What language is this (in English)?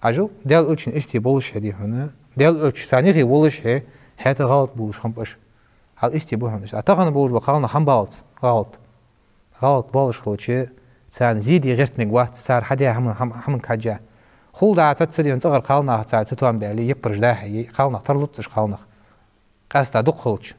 Ingush